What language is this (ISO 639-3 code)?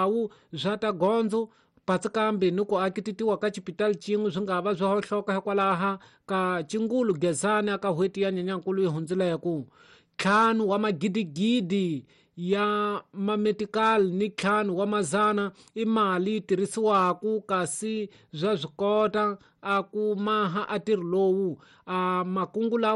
tso